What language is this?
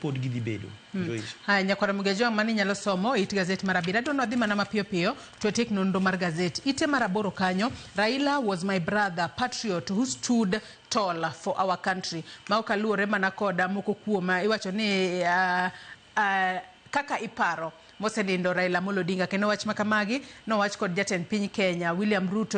Luo (Kenya and Tanzania)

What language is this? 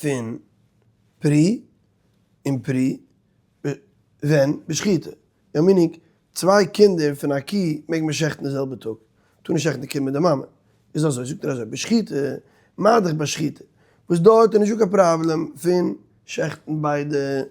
Yiddish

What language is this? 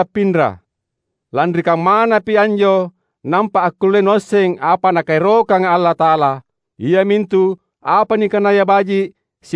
Makasar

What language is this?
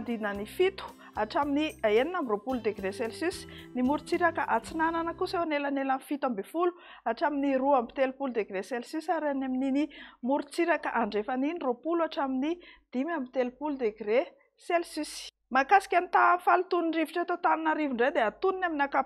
Malagasy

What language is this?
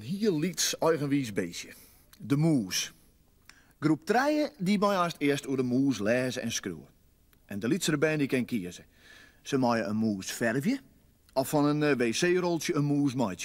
Western Frisian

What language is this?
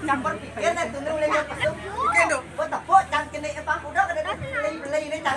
Balinese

